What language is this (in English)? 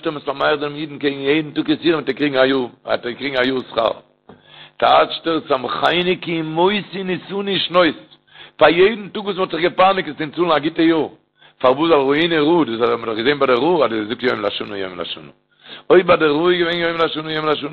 Yiddish